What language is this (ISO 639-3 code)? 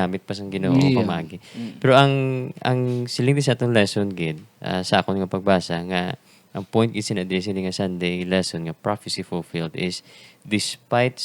hil